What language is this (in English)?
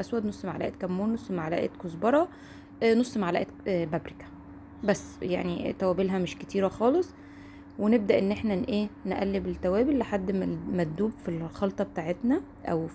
Egyptian Arabic